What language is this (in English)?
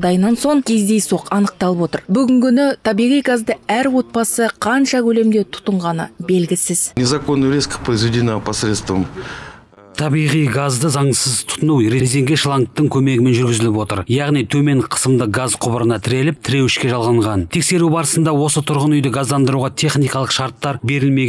Kazakh